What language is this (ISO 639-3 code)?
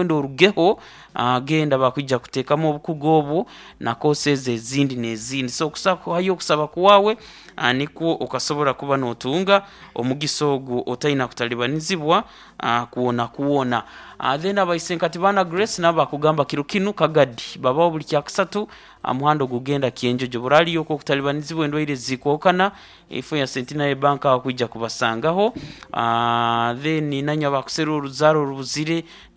nyo